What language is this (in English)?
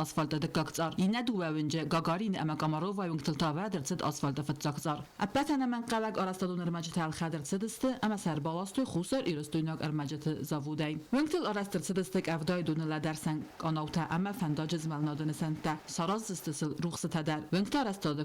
Ossetic